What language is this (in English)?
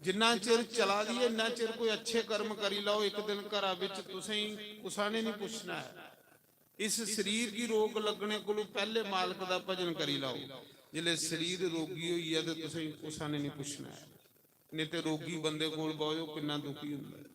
Dogri